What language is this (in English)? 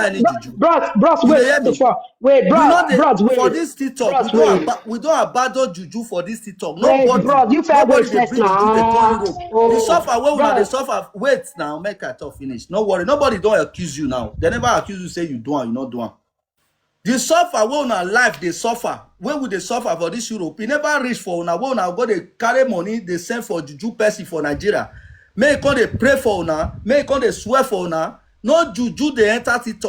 Nigerian Pidgin